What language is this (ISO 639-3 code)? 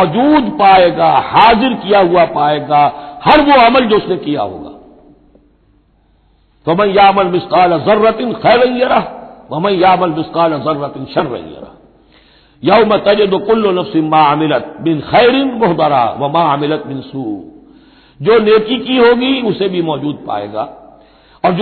urd